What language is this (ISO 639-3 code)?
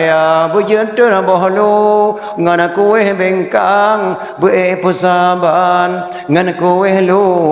ace